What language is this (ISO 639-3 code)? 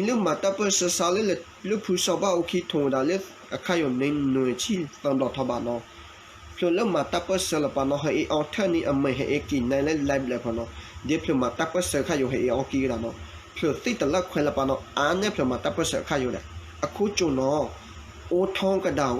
ksw